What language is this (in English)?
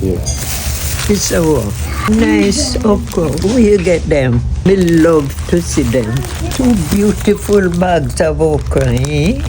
Jamaican Creole English